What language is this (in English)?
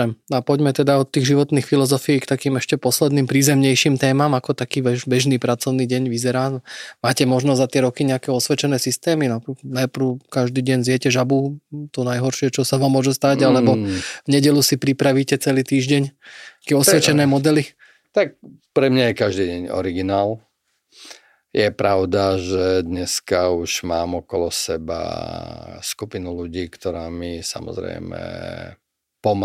Slovak